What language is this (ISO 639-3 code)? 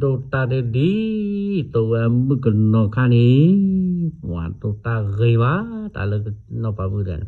ksw